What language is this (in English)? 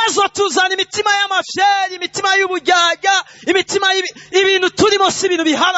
Rundi